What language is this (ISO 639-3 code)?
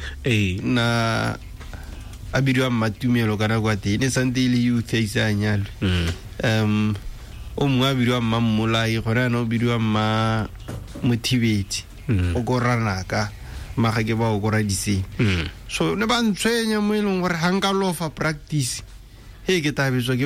tsn